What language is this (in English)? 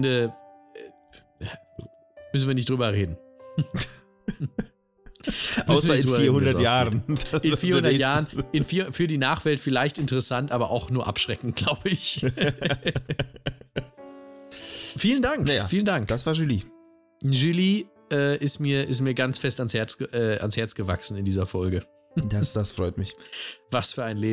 German